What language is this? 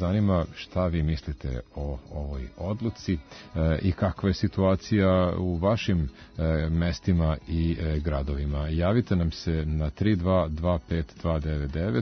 Serbian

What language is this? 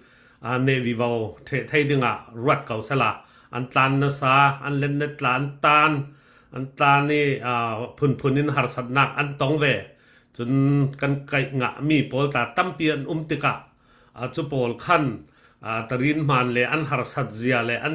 Falam Chin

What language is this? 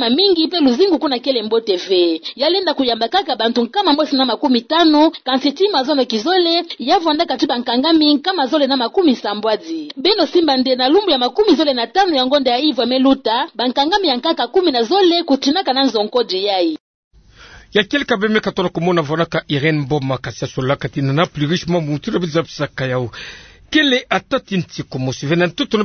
Kituba (Democratic Republic of Congo)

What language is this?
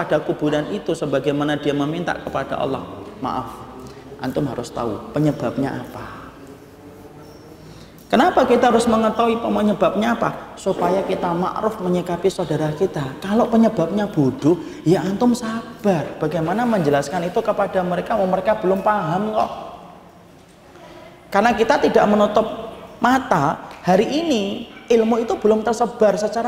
Indonesian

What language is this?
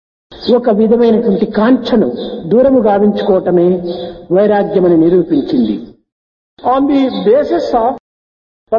Telugu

